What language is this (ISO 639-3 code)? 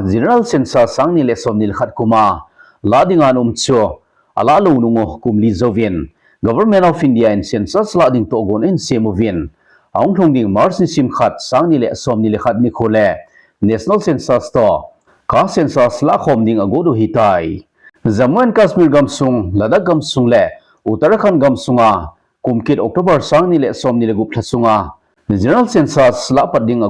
tcz